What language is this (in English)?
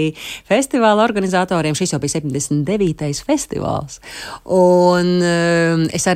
Latvian